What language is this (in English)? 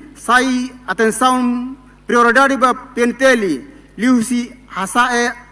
Tetum